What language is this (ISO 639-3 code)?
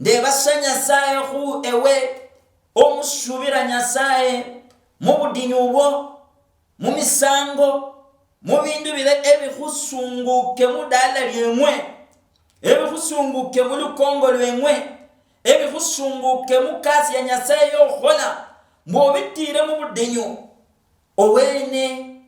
luy